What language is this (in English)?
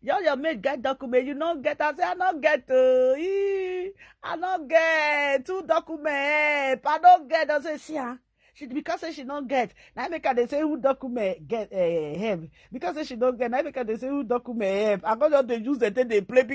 Nigerian Pidgin